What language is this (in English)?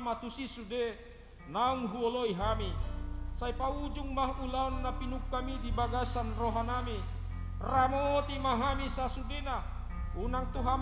Batak Toba